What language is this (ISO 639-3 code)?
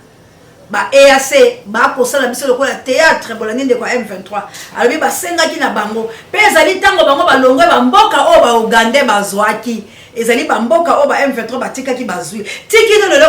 lin